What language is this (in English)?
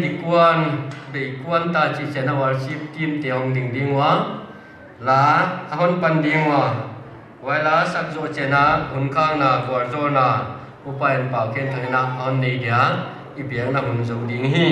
Paite Chin